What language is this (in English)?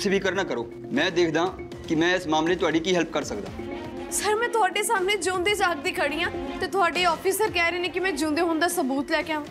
Punjabi